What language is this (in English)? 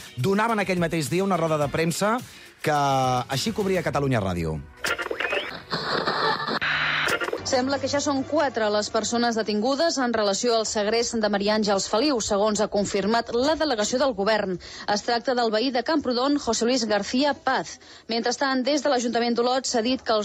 Catalan